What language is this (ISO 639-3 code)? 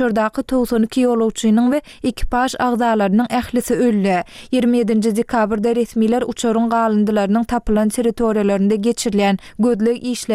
tuk